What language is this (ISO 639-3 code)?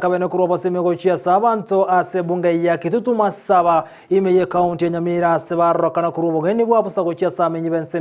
guz